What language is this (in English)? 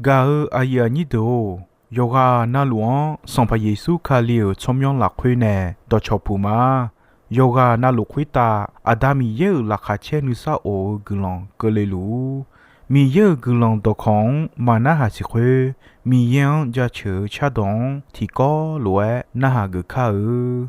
Akha